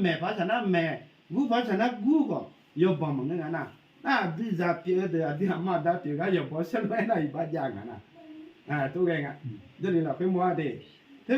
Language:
Akha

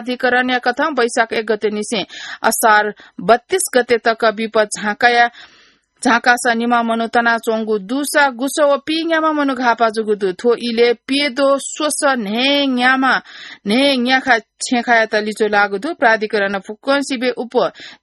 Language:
Newari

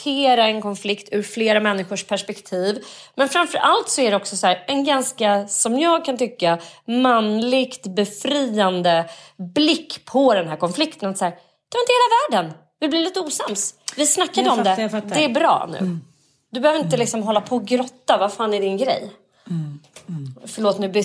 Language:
Swedish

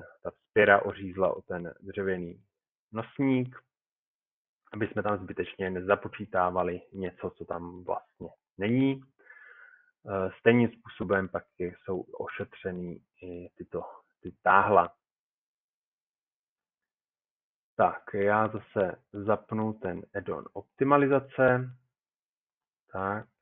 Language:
Czech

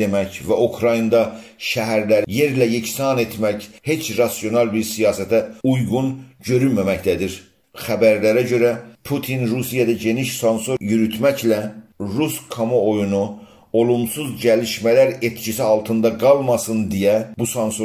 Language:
South Azerbaijani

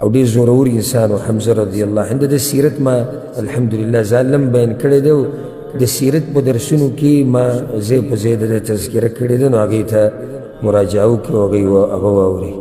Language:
Pashto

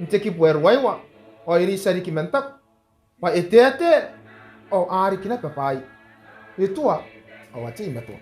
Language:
Gilbertese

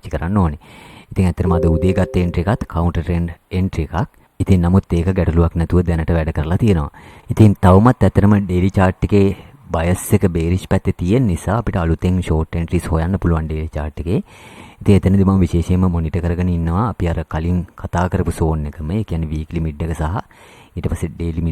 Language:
Sinhala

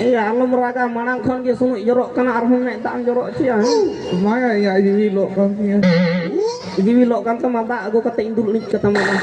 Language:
Santali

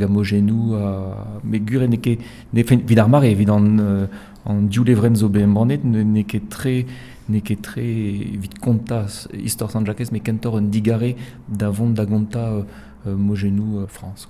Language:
Breton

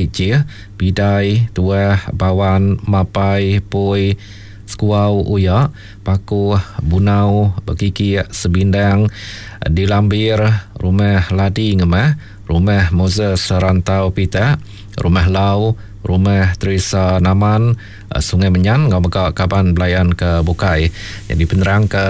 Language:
Iban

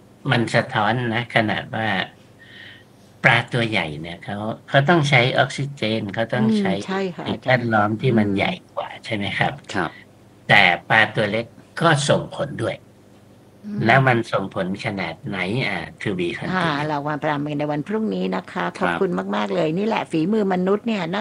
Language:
Thai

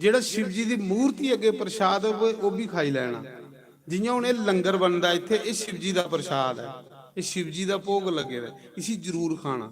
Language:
Dogri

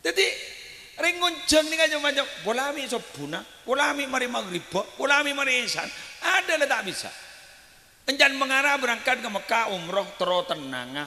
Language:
Madurese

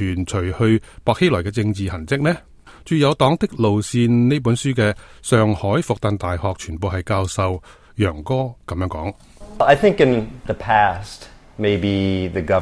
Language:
Cantonese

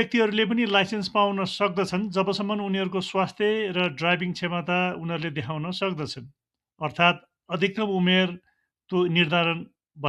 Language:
Nepali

